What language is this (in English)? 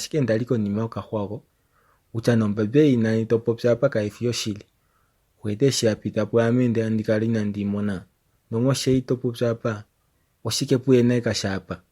Kuanyama